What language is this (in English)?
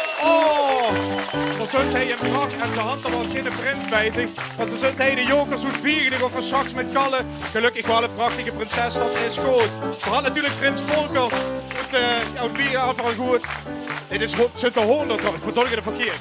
Limburgish